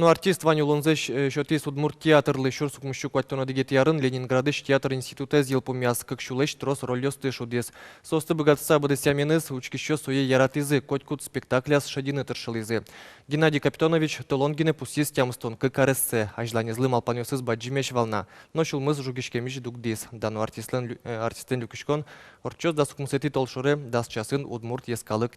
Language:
Udmurt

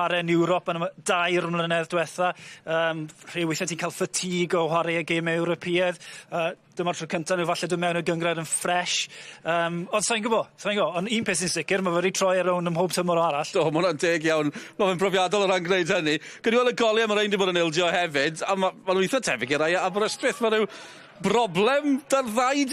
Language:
Welsh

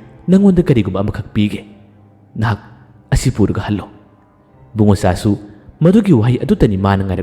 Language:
Manipuri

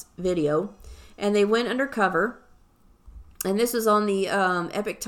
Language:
English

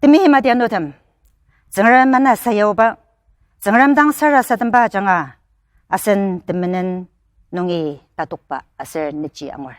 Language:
Ao Naga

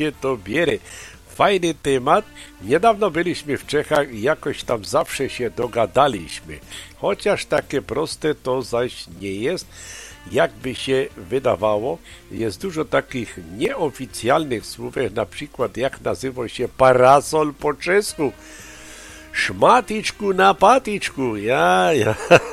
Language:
Polish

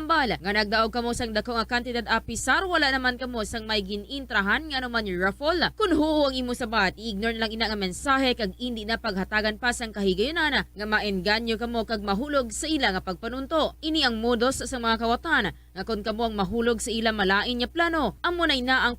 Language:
Hiligaynon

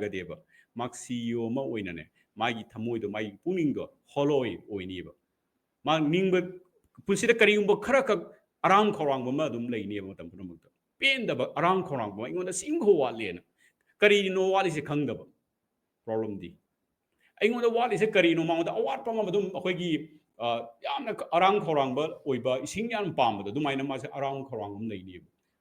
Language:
Manipuri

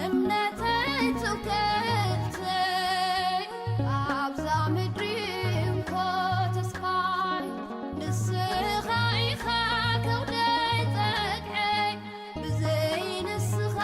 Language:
Tigrinya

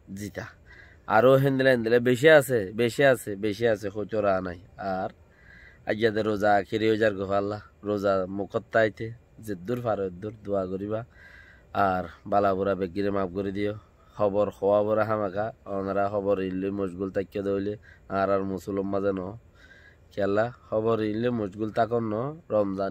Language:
Rohingya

